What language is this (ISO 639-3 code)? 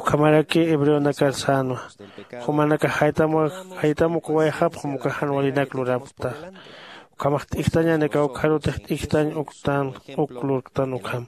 aym